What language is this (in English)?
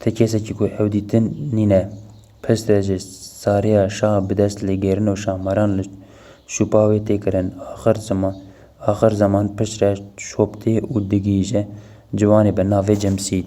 Kurdish